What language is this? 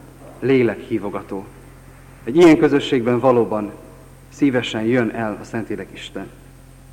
Hungarian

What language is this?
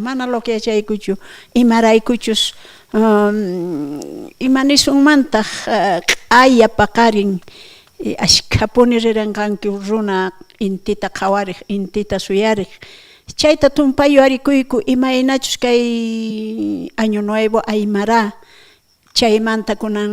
South Bolivian Quechua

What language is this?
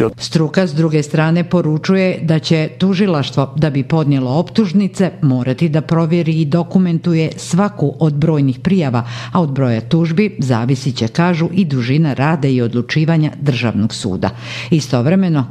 Bosnian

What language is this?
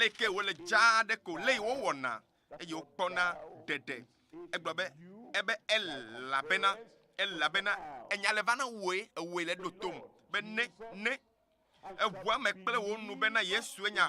Ewe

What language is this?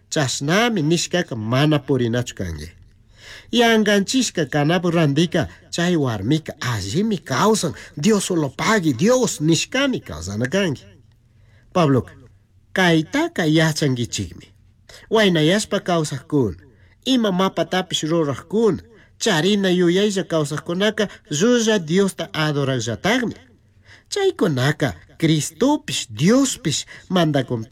Chimborazo Highland Quichua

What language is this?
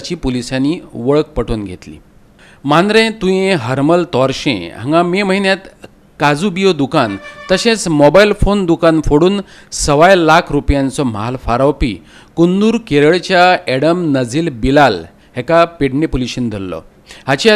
Konkani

